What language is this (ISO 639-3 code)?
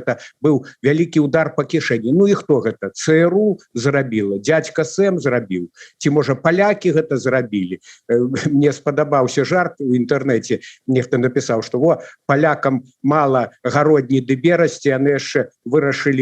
bel